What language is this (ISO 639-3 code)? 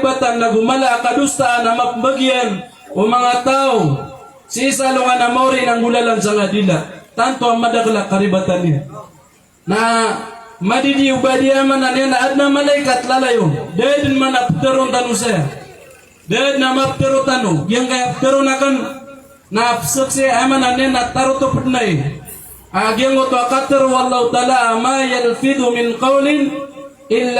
mrw